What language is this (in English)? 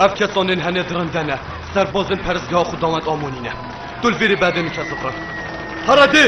Kurdish